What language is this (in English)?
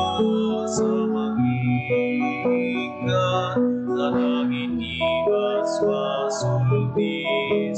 Iloko